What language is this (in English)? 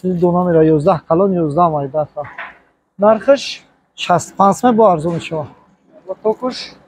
Tajik